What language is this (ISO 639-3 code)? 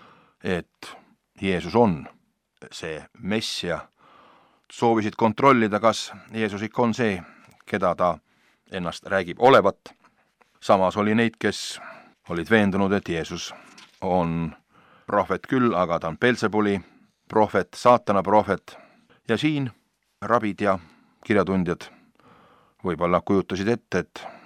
est